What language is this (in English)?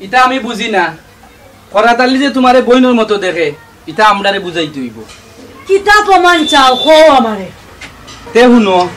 Sylheti